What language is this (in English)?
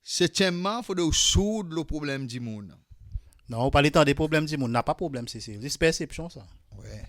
Seselwa Creole French